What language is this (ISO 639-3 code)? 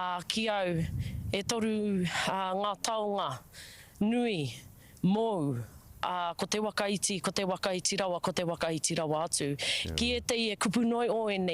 mri